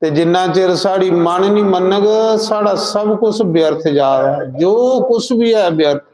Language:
Dogri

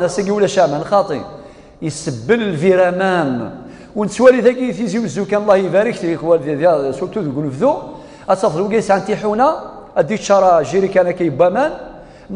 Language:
Kabyle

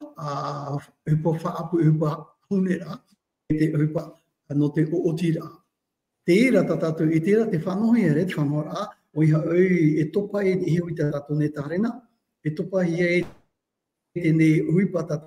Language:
Tahitian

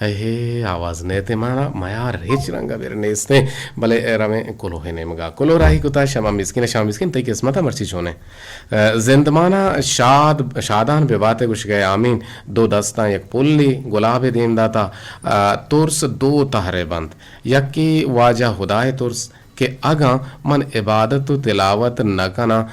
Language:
Eastern Balochi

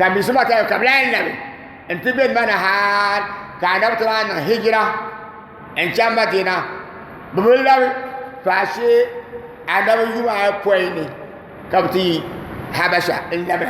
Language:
Dagbani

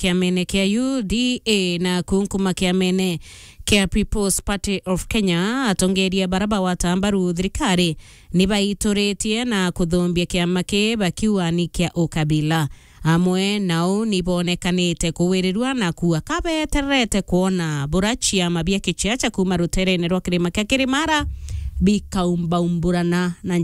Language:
Meru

